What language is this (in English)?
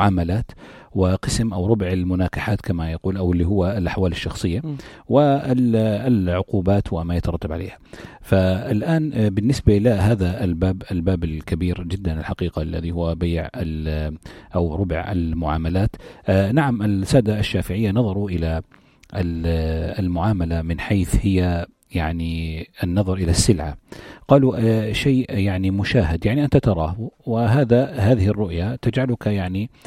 North Levantine Arabic